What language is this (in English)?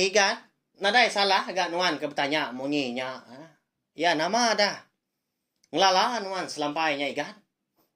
Iban